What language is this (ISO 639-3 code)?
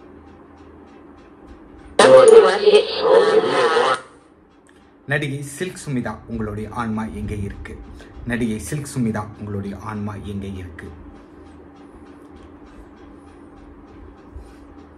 tam